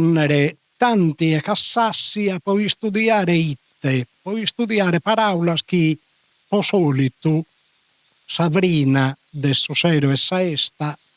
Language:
Sardinian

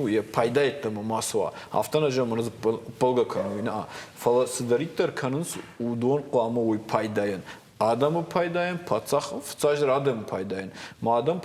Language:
Ossetic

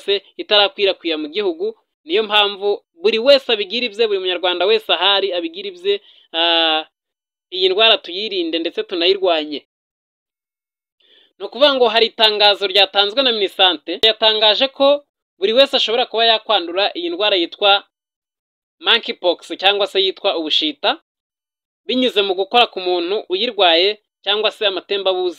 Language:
Kinyarwanda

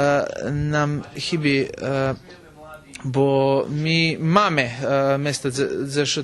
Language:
Rusyn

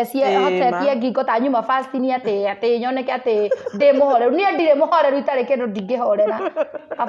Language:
Kikuyu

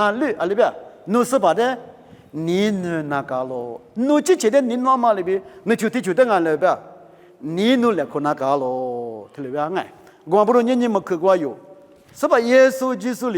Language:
Lisu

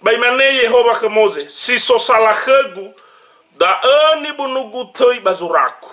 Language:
Nias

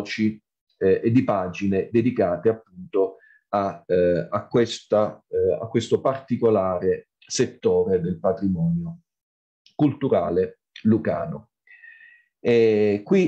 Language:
Italian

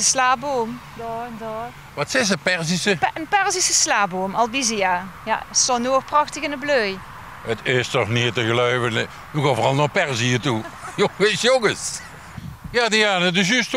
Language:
Limburgish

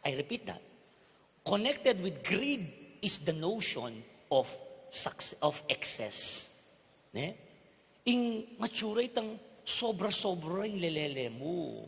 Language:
Pampanga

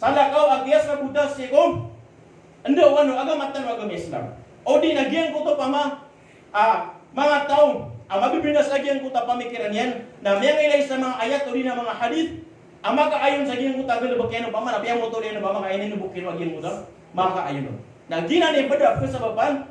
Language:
Maranao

